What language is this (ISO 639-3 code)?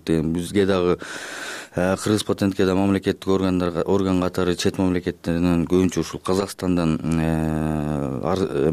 kir